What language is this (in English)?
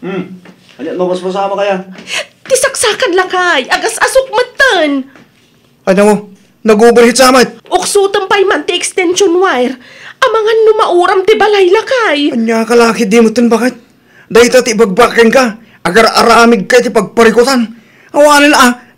Iloko